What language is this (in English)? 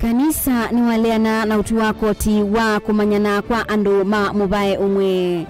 Kamba